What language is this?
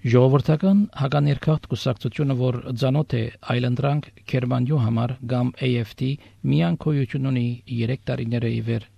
Armenian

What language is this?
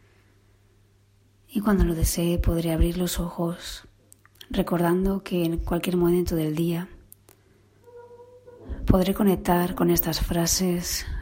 Spanish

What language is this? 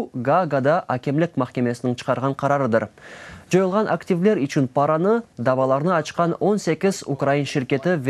Crimean Tatar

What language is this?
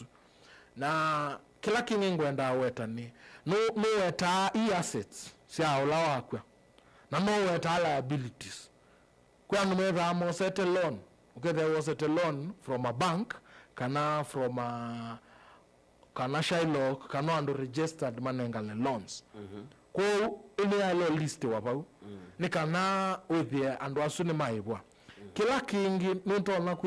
Kamba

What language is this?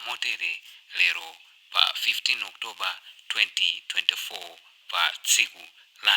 Nyanja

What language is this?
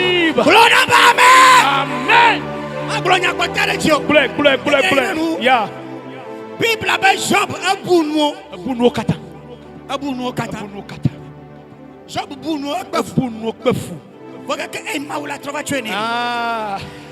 Ewe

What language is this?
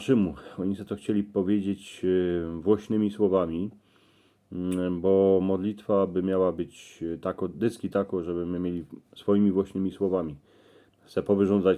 Silesian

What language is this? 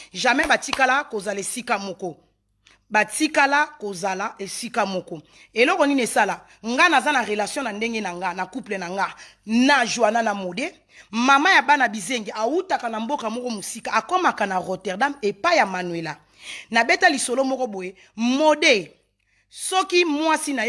Lingala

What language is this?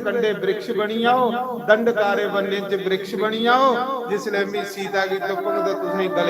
Dogri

